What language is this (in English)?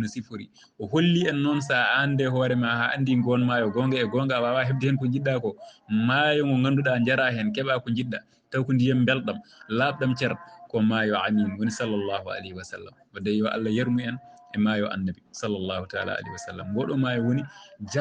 Fula